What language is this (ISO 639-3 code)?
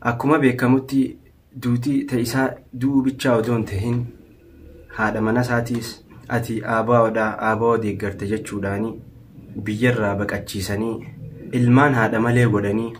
orm